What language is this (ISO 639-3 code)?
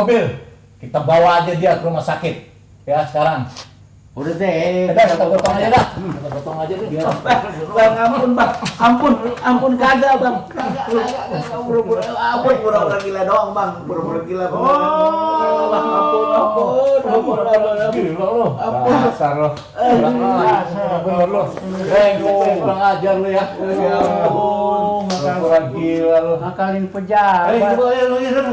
bew